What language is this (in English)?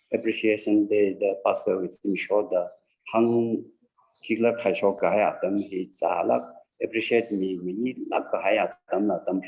Tangkhul Naga (India)